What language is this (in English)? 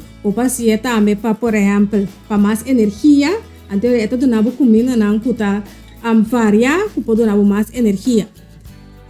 Papiamento